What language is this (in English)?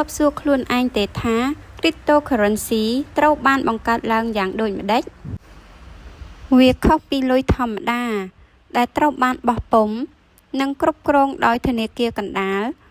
Khmer